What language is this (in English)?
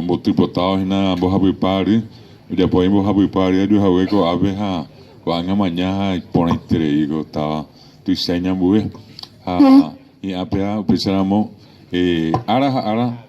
Guarani